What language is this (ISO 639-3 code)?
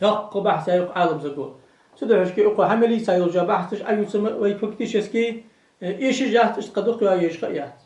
inh